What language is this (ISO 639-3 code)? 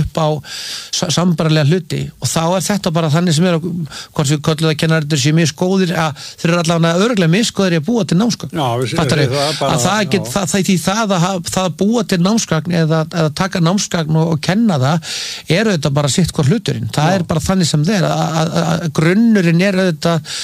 isl